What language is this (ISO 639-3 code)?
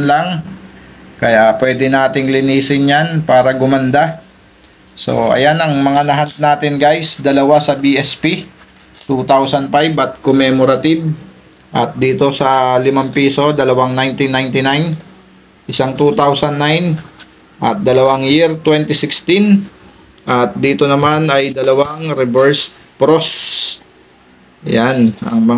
fil